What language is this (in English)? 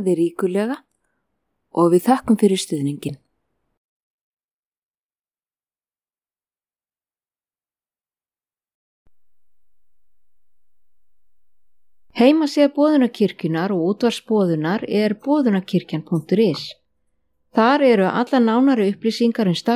Icelandic